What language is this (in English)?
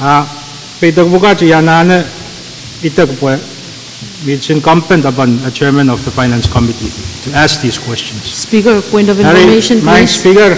Pohnpeian